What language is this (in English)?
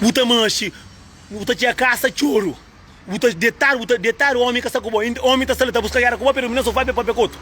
Kabuverdianu